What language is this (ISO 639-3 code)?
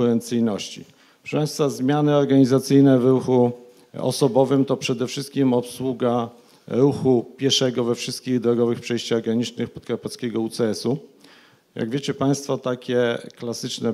pol